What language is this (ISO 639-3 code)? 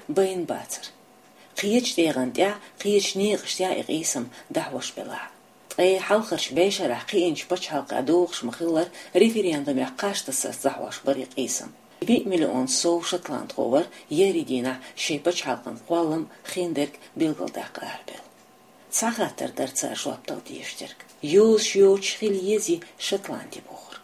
che